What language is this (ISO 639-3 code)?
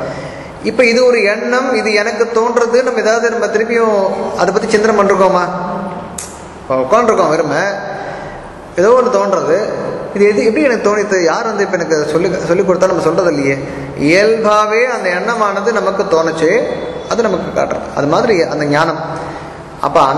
tam